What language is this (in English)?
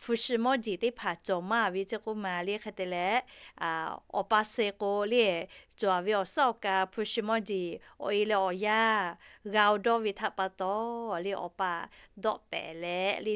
Lahu